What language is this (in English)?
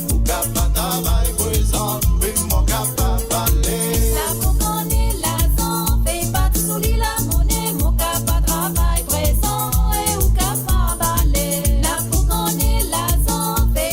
Morisyen